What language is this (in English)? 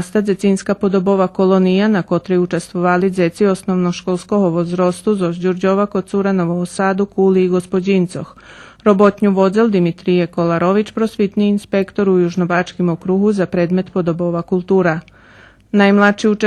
Rusyn